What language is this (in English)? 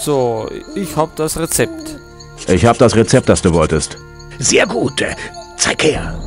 Bavarian